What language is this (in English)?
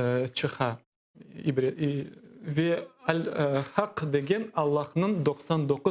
Crimean Tatar